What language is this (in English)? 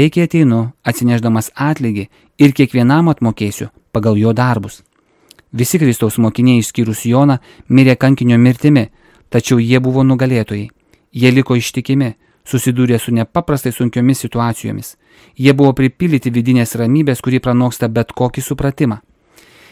Lithuanian